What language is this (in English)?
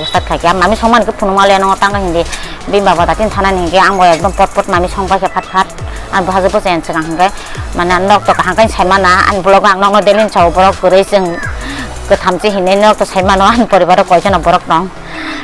Kok Borok